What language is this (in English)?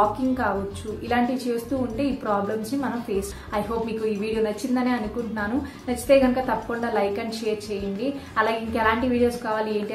Telugu